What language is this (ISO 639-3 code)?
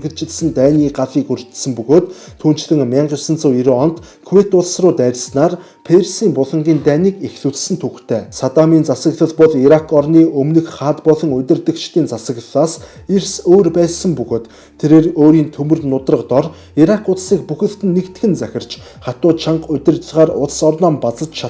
mon